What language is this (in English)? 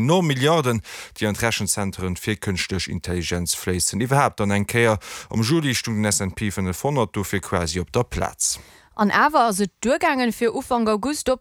Luxembourgish